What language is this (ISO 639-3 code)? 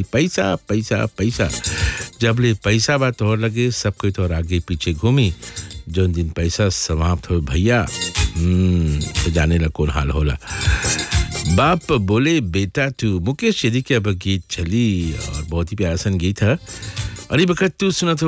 bho